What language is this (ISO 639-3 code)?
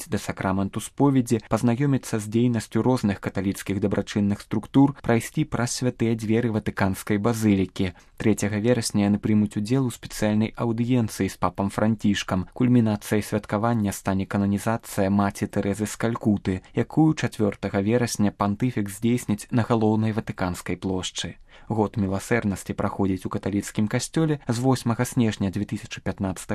bel